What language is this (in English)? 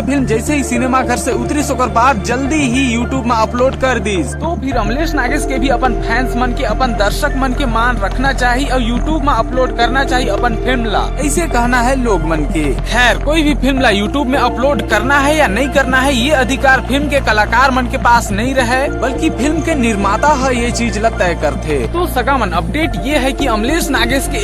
Chhattisgarhi